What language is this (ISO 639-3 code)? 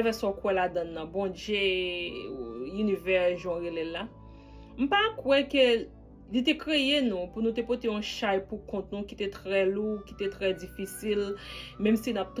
hat